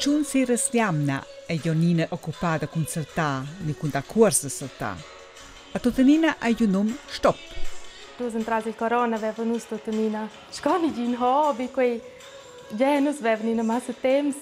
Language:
Romansh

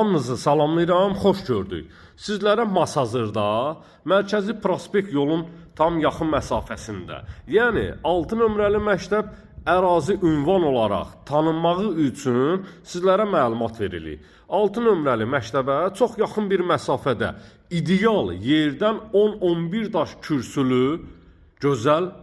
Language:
Azerbaijani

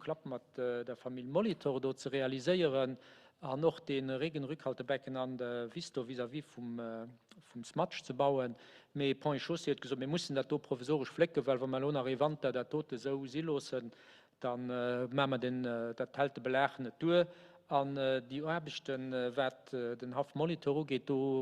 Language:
Luxembourgish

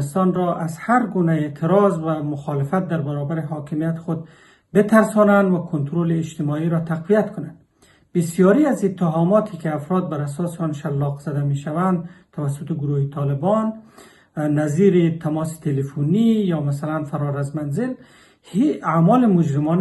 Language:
Pashto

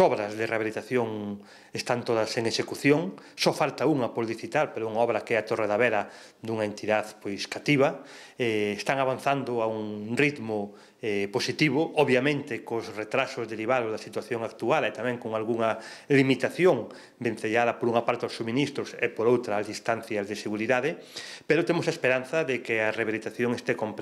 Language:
Galician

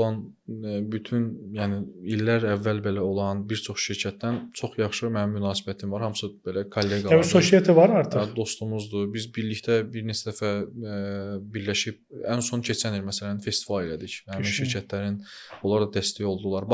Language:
Azerbaijani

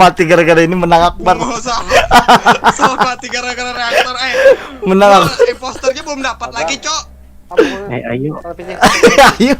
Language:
Banjar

